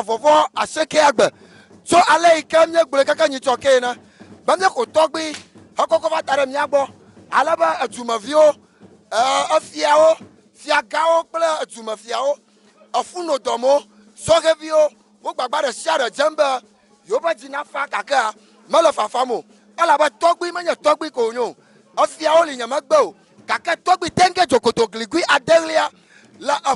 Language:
Ewe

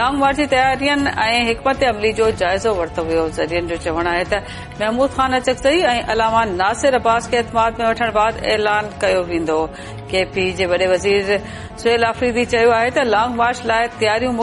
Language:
Sindhi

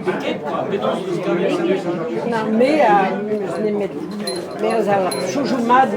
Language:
Breton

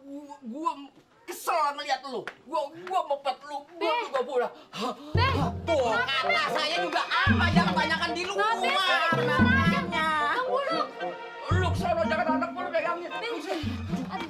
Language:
Betawi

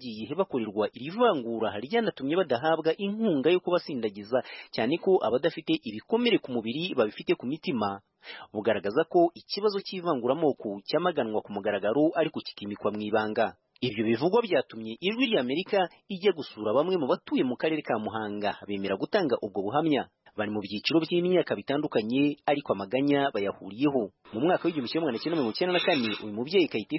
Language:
Kinyarwanda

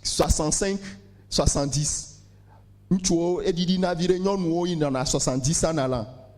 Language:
Ewe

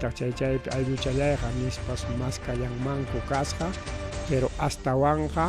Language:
Ayacucho Quechua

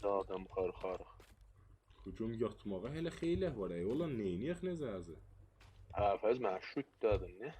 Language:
South Azerbaijani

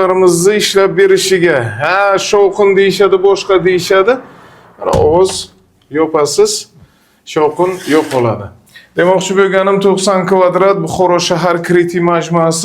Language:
Uzbek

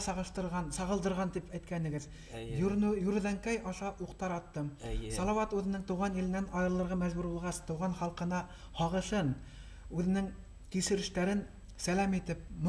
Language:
Bashkir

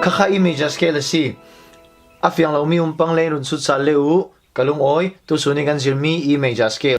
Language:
Falam Chin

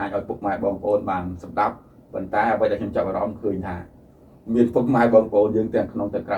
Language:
Khmer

